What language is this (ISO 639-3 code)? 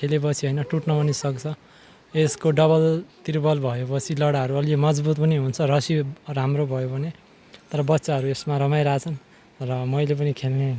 nep